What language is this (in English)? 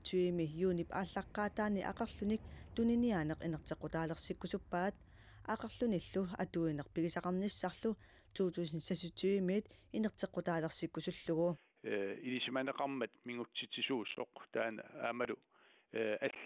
Kalaallisut